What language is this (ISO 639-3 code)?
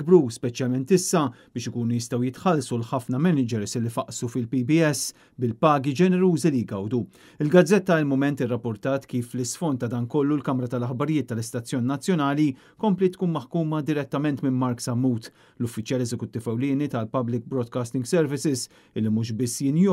mlt